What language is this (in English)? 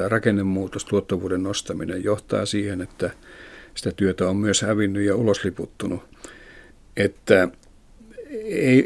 Finnish